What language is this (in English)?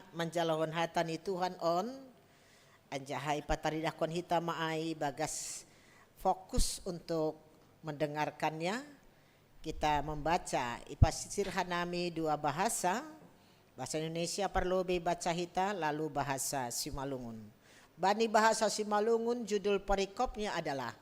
Batak Simalungun